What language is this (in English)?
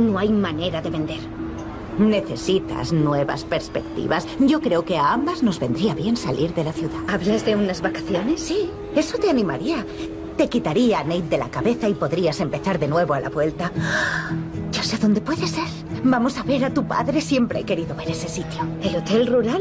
Spanish